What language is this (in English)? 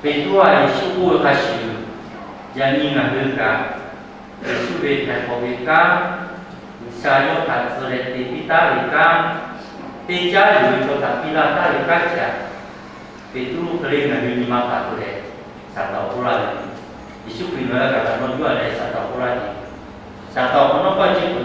Lahu